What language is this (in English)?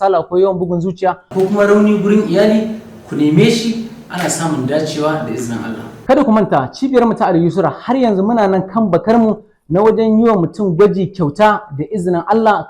Hausa